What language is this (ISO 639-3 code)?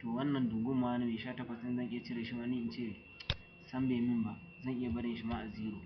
hau